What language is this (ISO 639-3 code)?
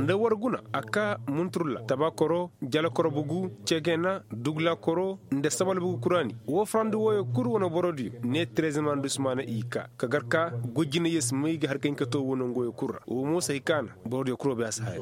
ses